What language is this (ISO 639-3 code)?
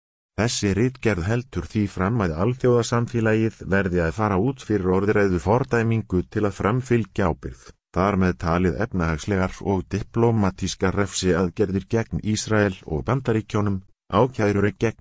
isl